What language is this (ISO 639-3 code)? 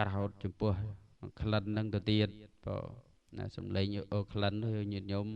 khm